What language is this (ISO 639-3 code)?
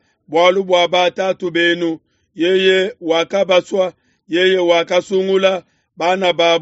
lua